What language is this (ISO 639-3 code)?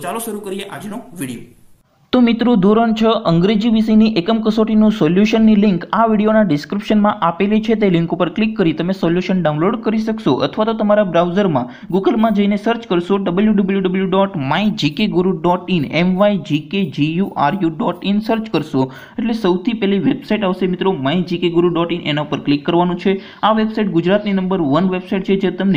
guj